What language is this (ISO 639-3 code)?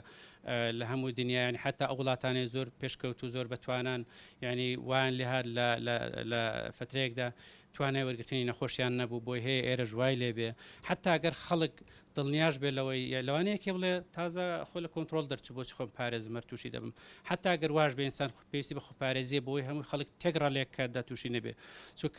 ckb